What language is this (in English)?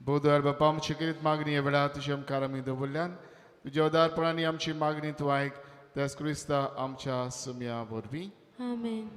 Konkani